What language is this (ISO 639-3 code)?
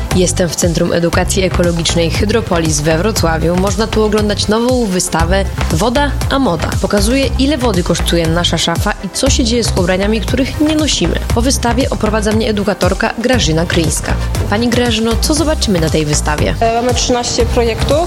pol